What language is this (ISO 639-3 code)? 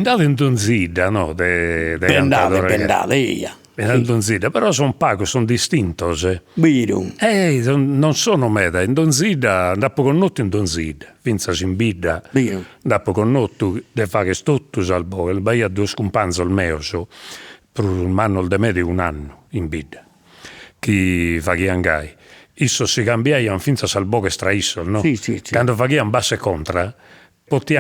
srd